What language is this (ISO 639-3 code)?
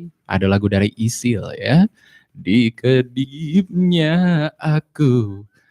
min